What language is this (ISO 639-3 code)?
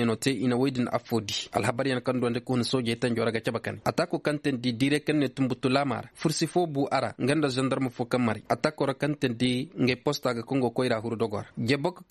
ses